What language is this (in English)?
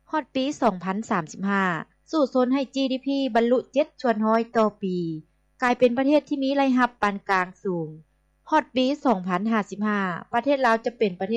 Lao